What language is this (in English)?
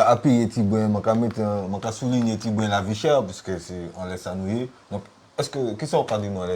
Guadeloupean Creole French